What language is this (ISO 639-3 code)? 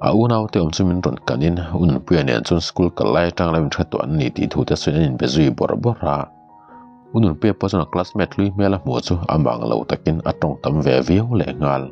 lus